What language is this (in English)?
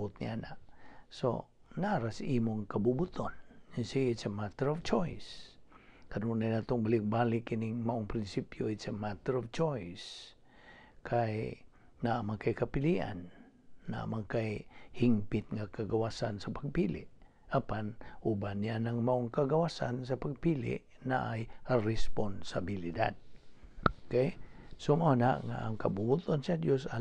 Cebuano